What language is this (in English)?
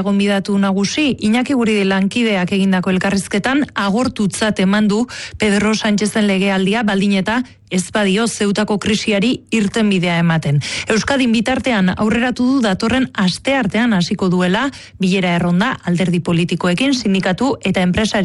Basque